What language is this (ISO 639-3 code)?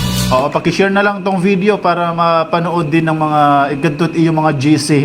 war